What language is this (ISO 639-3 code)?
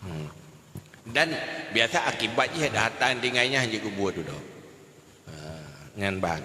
ace